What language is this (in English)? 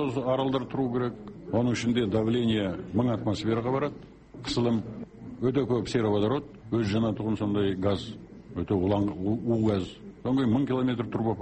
Kazakh